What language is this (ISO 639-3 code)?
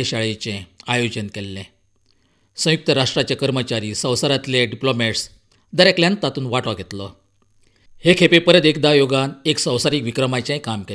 kok